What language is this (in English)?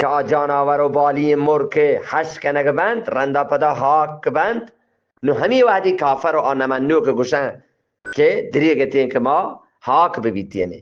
Eastern Balochi